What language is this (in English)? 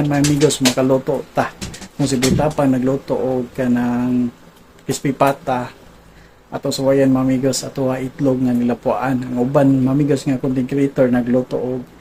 Cebuano